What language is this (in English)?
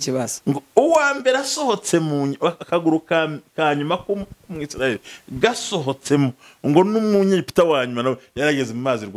Kinyarwanda